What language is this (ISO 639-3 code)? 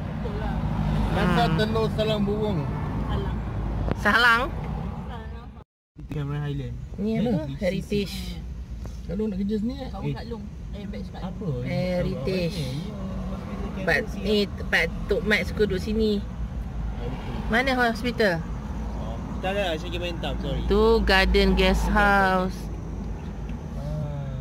msa